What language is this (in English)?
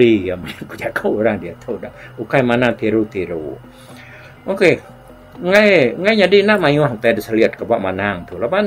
Iban